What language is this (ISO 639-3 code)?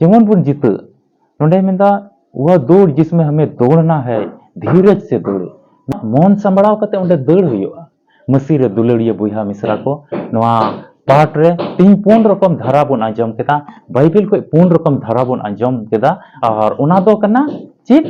sat